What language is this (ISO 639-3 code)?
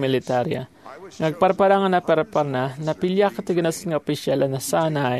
ilo